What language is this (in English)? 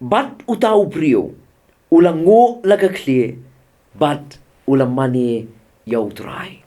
Khasi